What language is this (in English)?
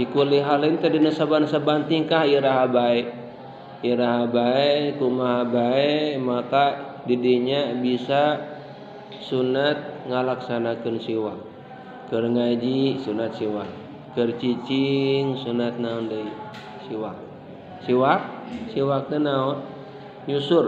Sundanese